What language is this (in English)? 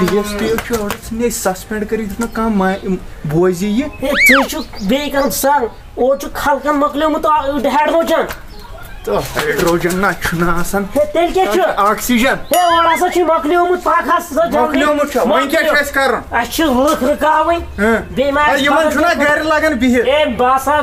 Kashmiri